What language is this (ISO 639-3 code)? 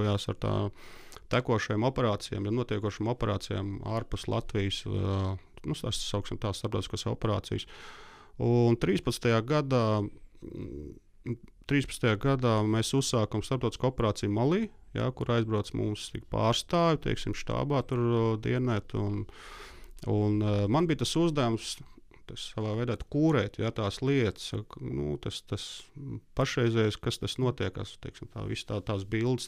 lav